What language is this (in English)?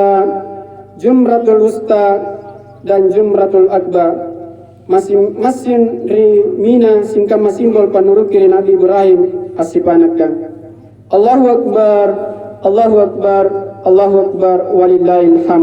Makasar